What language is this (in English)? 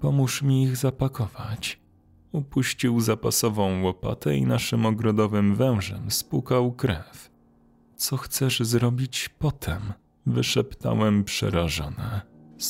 Polish